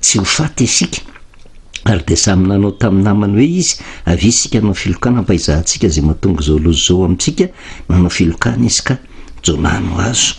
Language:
Malagasy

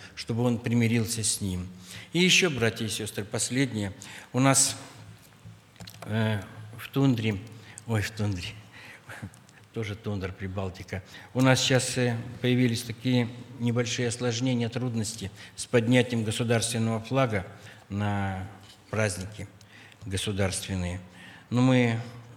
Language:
Russian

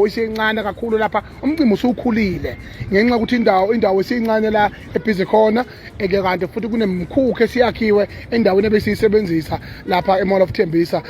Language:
Zulu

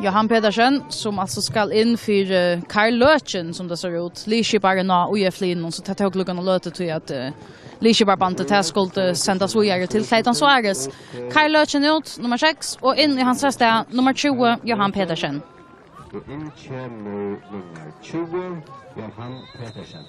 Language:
Faroese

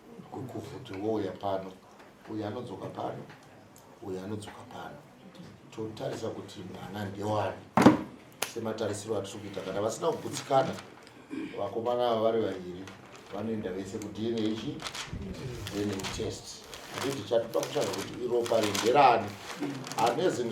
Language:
Shona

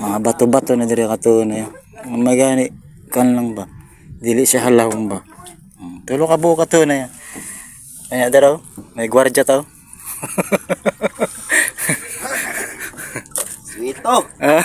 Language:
Cebuano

